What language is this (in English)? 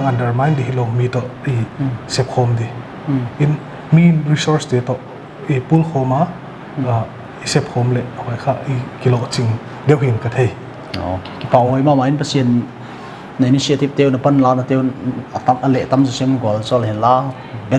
Paite Chin